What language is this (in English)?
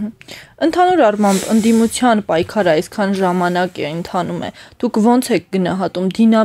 Armenian